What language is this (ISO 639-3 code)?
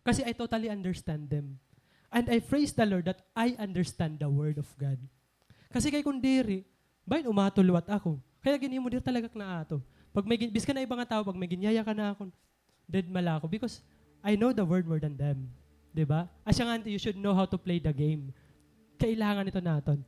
war